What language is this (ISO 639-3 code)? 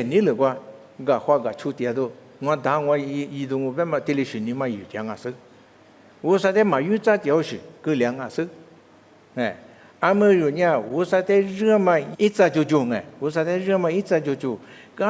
lis